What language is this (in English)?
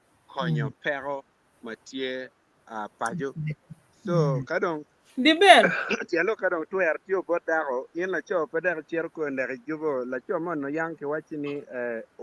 Acoli